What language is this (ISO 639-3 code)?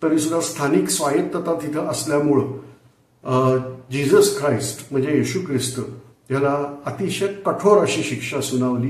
mar